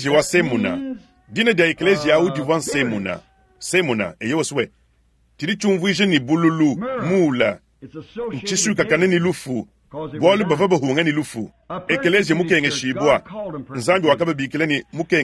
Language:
Luba-Lulua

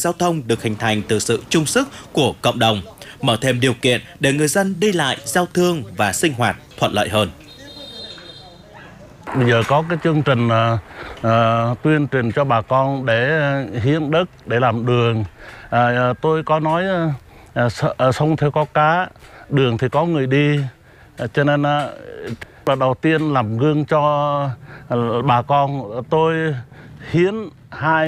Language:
Vietnamese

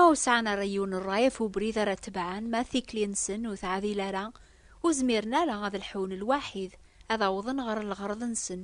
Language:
Kabyle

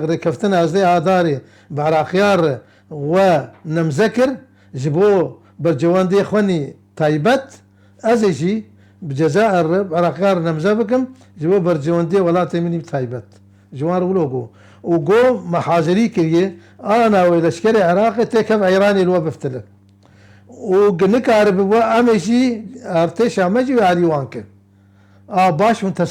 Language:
Kurdish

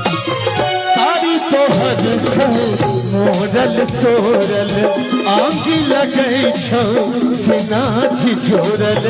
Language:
Maithili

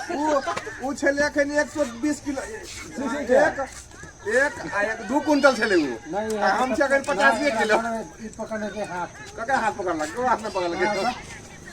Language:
Maithili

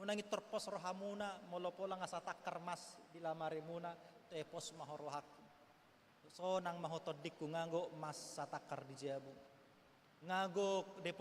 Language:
Batak Toba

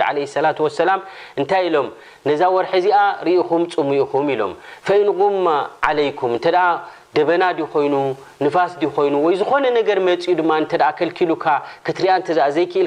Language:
Tigrinya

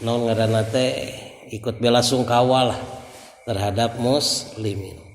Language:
Sundanese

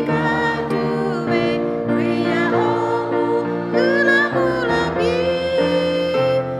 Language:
Lahu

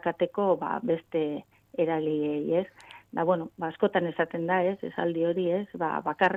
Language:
Basque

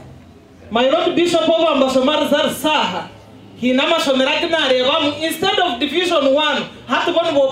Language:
Nyankole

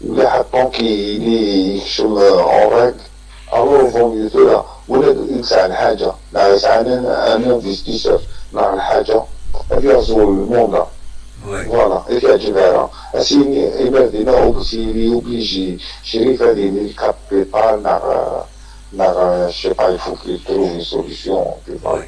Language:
Kabyle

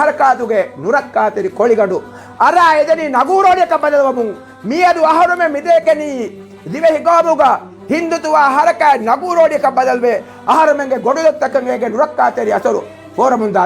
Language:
Divehi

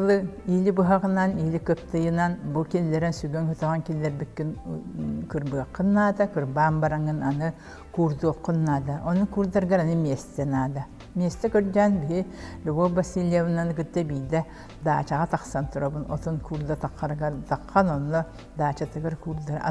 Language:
Yakut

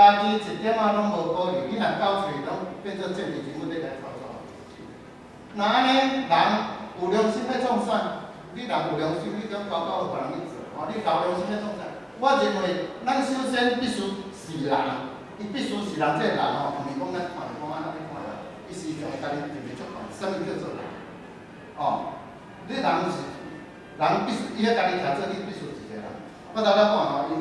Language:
Min Nan Chinese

